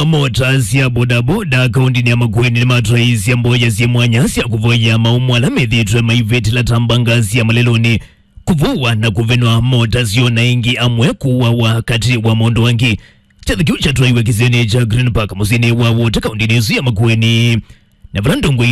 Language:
Kamba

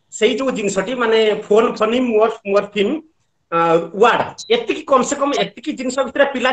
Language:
Odia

